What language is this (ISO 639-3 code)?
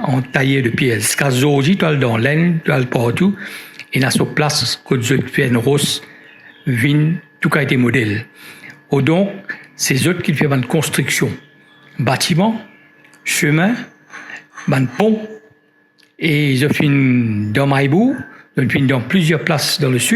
mfe